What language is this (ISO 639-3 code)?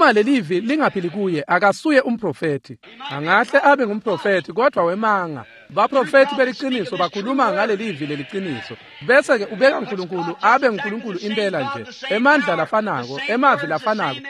ssw